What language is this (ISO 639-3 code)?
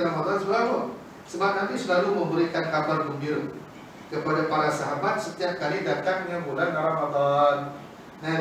msa